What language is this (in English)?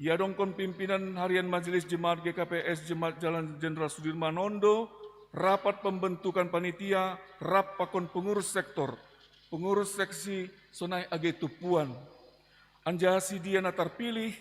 Batak Simalungun